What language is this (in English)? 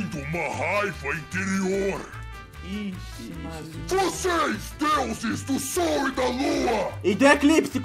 Portuguese